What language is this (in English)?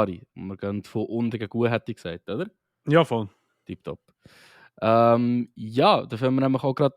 Swiss German